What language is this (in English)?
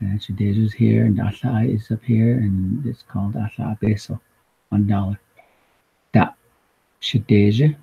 Navajo